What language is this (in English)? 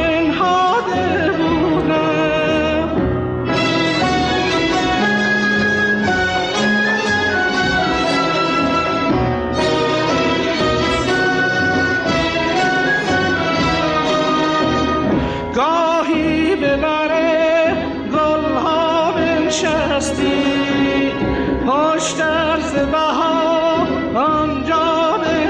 Persian